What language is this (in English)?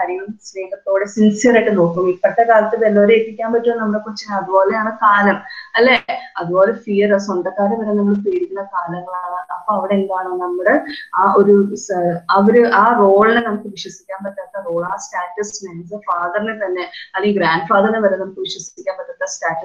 Malayalam